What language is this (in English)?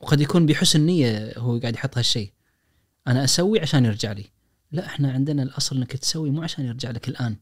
Najdi Arabic